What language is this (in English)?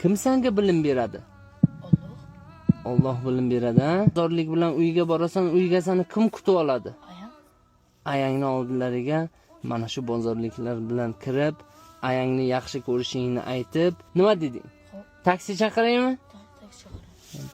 Uzbek